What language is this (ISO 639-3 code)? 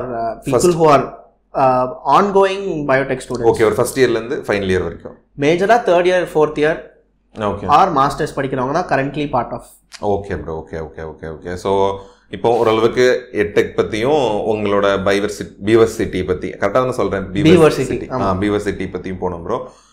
tam